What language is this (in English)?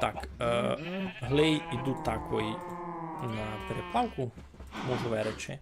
Rusyn